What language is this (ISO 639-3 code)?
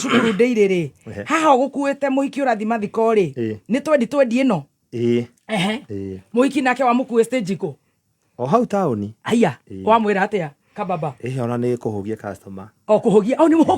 kik